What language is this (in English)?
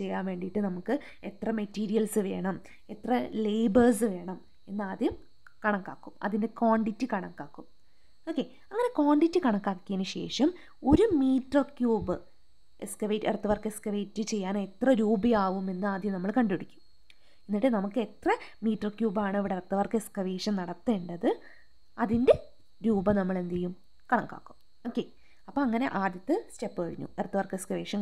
Malayalam